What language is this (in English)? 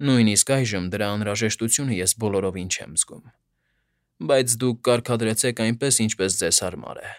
Armenian